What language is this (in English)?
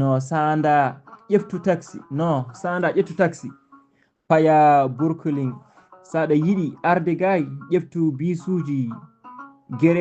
Fula